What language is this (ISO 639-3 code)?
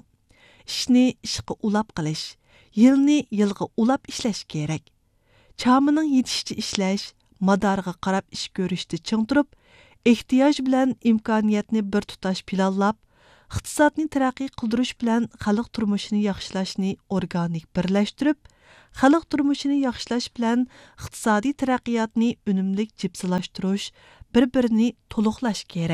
uig